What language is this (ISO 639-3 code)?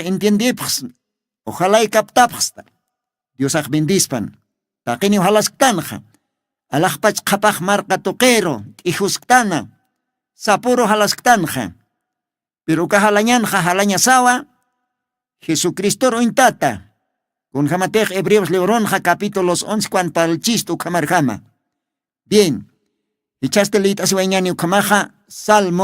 aym